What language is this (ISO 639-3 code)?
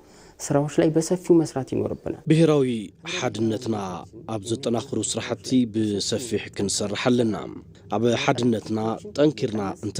tir